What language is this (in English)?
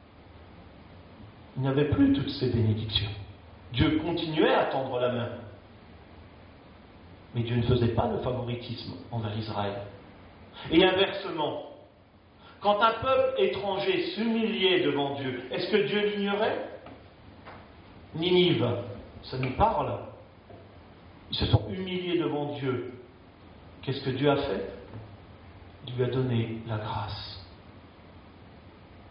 French